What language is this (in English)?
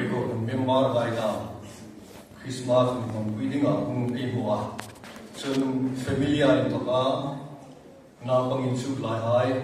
Hmar